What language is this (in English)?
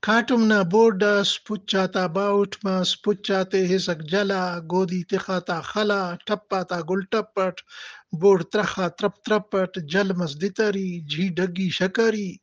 Brahui